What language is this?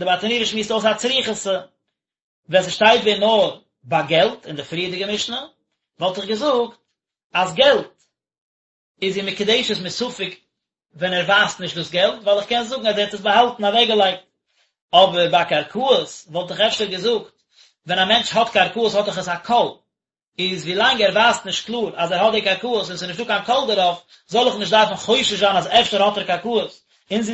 Yiddish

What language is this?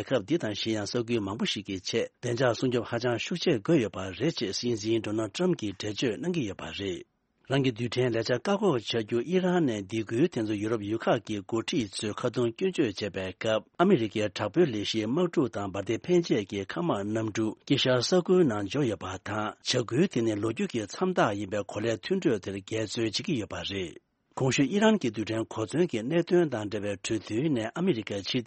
Tibetan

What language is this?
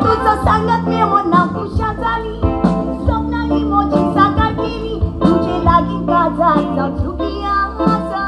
Konkani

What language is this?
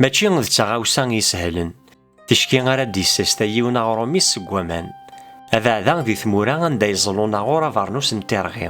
Kabyle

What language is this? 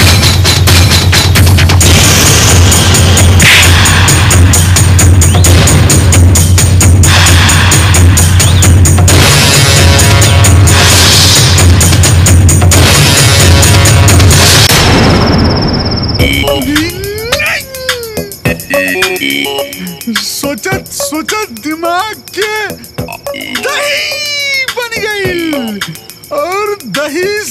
Bhojpuri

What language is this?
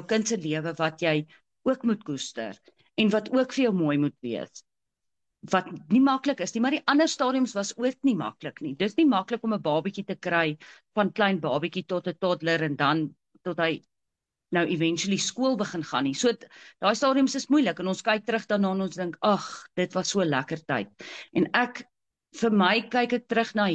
Afrikaans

